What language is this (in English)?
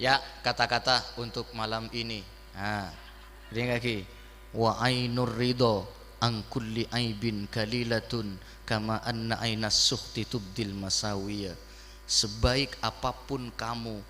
Madurese